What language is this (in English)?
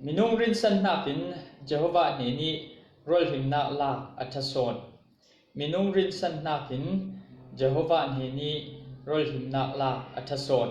Falam Chin